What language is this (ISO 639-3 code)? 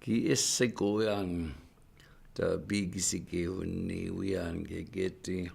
ciw